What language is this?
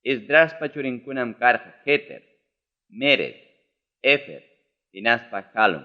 Ayacucho Quechua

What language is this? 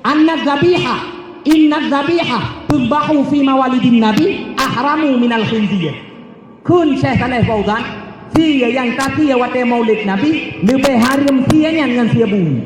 Achinese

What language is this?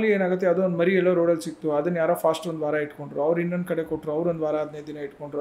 Kannada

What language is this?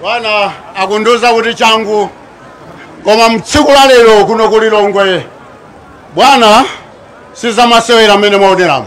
Nyanja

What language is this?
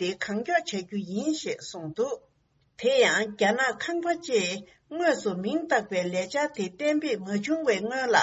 Tibetan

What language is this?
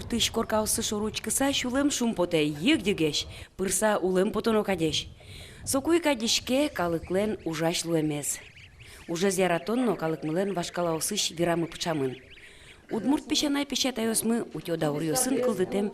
Udmurt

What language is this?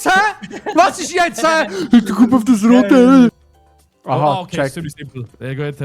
Swiss German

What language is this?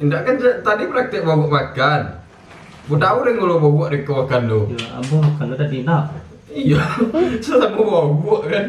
Minangkabau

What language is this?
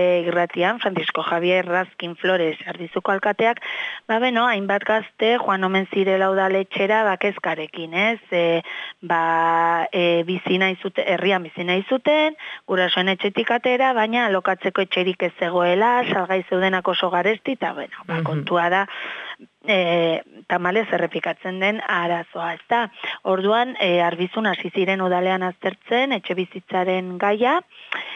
Basque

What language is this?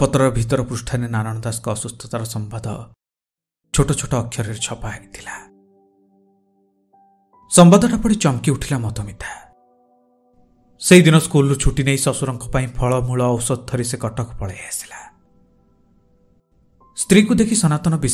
Odia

